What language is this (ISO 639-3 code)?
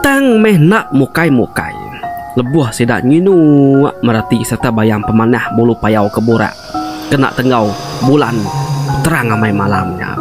iba